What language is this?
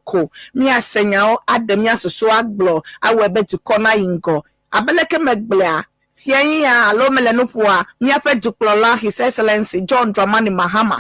Ewe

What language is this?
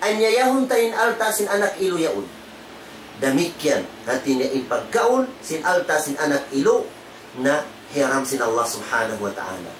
Tausug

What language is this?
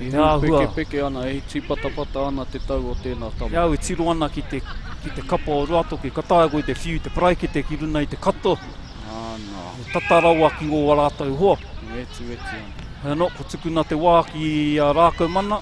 Māori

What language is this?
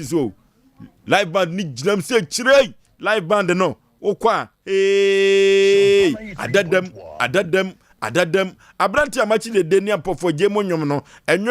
Akan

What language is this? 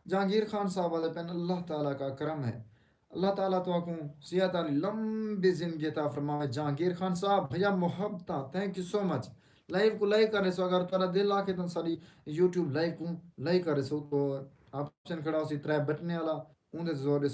Saraiki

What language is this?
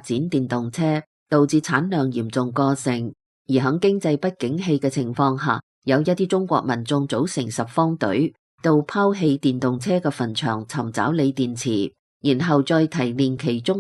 Cantonese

